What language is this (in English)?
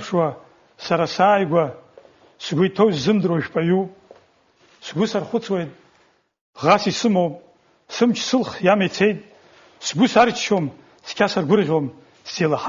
Abkhazian